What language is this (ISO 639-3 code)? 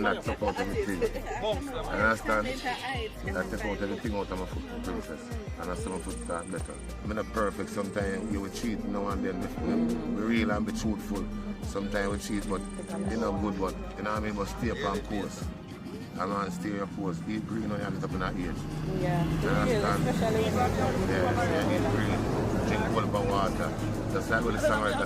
jam